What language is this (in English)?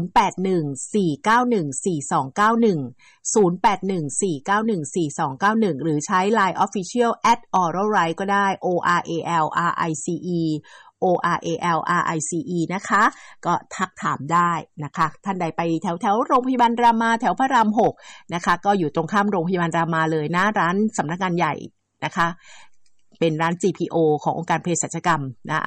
Thai